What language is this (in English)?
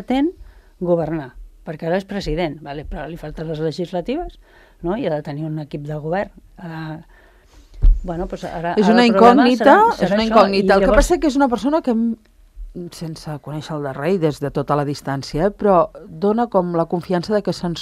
Catalan